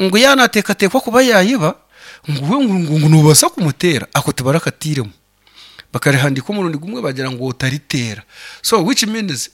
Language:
Nyankole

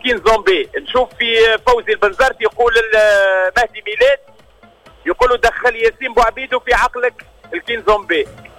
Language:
Tunisian Arabic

